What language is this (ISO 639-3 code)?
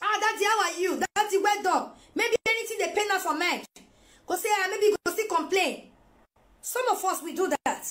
pcm